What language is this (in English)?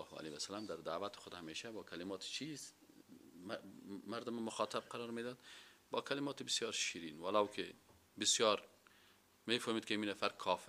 Persian